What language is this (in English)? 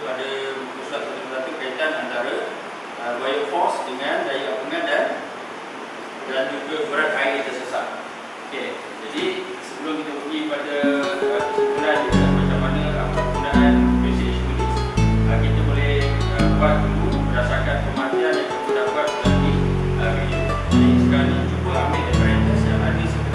Malay